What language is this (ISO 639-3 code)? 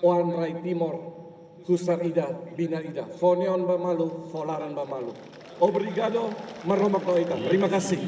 tet